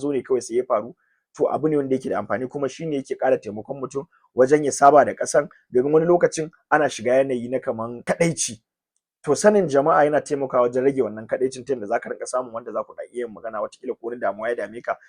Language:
Hausa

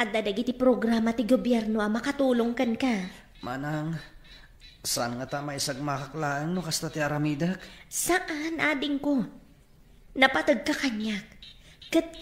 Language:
Iloko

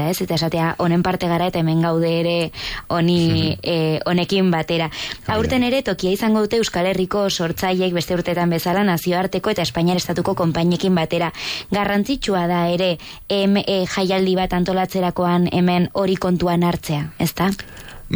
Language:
Basque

